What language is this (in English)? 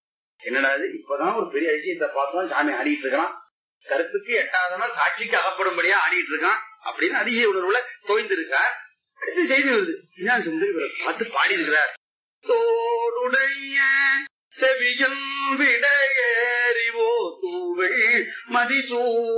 Tamil